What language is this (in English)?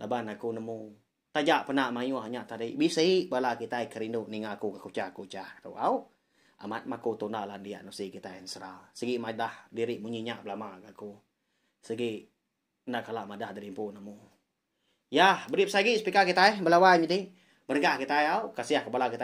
Iban